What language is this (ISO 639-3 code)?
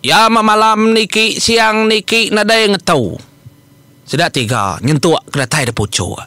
iba